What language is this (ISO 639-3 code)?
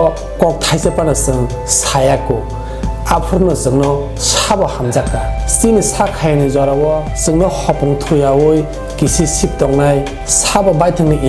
trp